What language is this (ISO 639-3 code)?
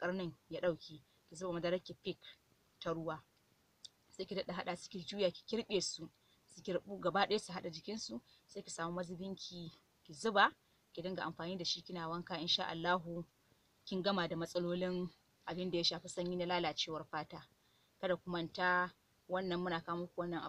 hau